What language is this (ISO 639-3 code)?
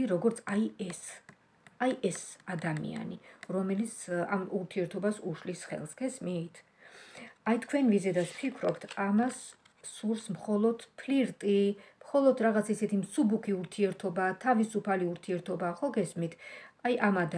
kat